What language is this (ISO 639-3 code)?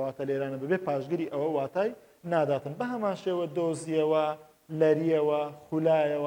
ckb